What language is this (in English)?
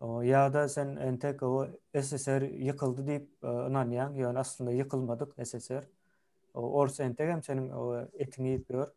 Turkmen